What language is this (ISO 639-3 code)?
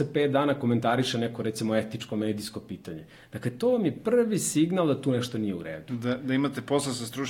srp